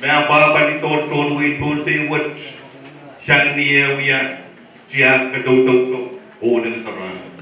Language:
Pohnpeian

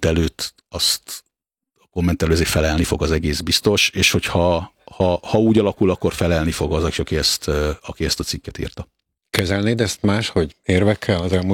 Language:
Hungarian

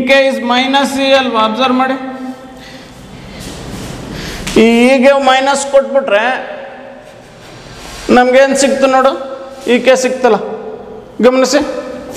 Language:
Kannada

